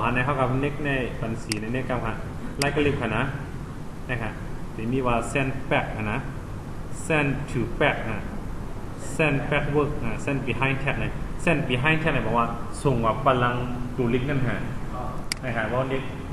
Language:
Shan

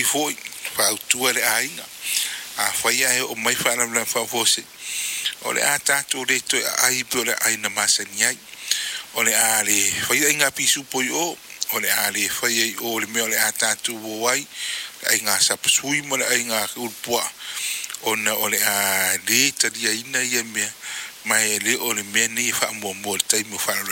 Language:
Samoan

